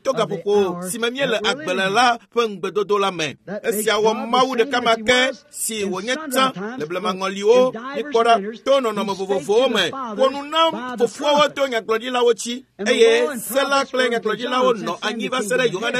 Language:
Ewe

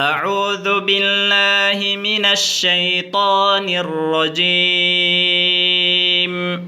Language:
Tausug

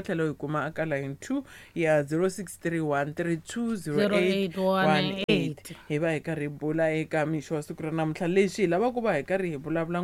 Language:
Tsonga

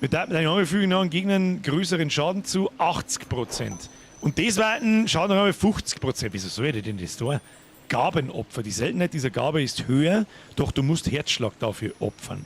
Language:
Bavarian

